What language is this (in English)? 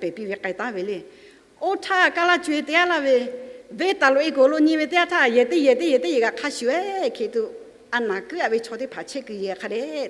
Lahu